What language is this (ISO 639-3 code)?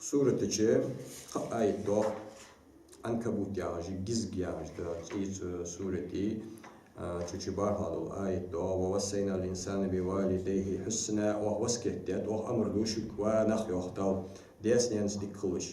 inh